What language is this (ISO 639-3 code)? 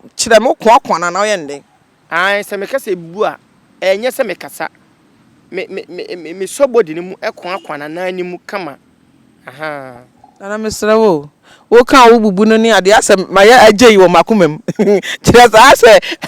aka